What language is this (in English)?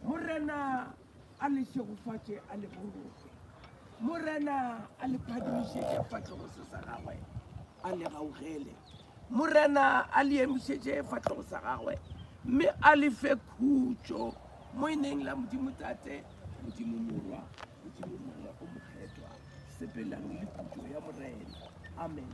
Northern Sotho